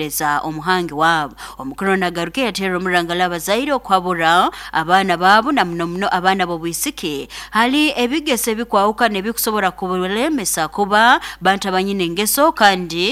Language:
Nyoro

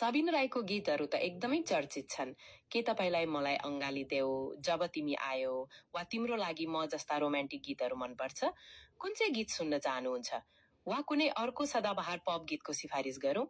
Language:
Nepali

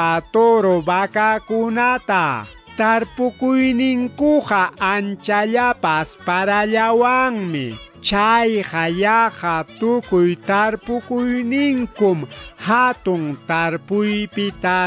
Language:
Ayacucho Quechua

